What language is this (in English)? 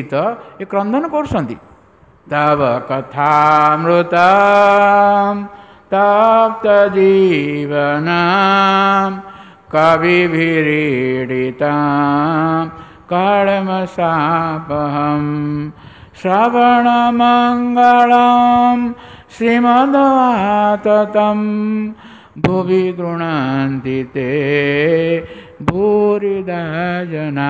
Odia